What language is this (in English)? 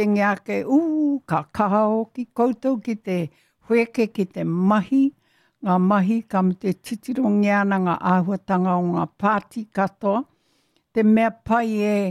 Māori